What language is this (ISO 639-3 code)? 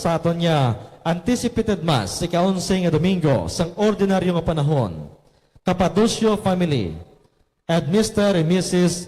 hil